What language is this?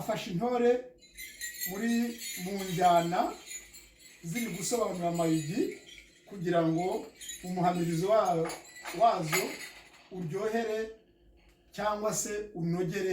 Kinyarwanda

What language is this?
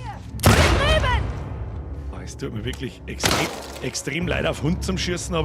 Bavarian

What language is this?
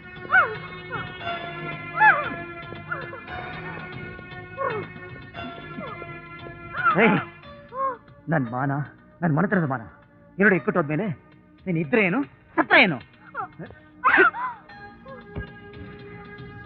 Kannada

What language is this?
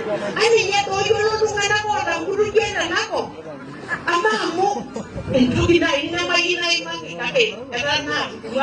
Masai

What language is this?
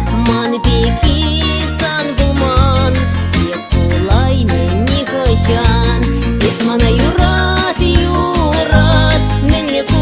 Chuvash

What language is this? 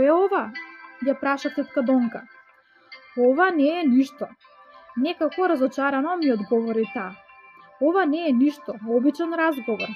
Macedonian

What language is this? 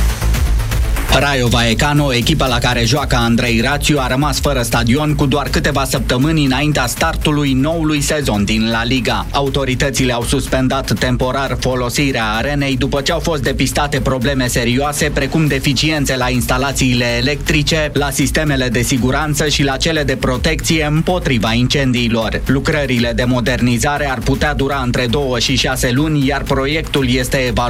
Romanian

